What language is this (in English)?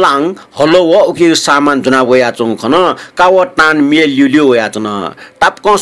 Newari